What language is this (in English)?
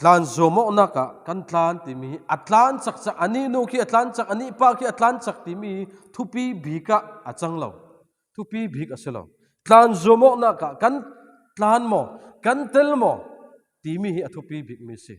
Falam Chin